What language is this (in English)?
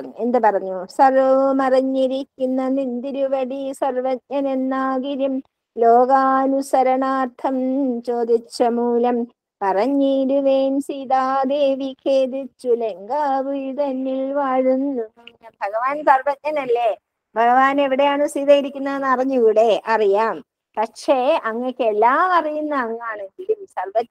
Malayalam